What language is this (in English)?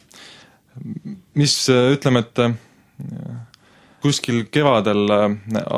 Estonian